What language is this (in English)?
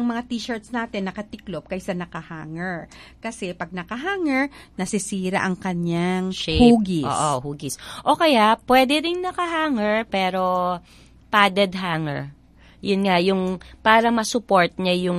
Filipino